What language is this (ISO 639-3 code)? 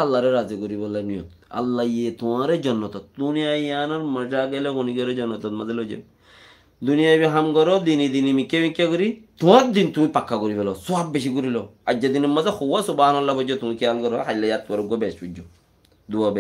rhg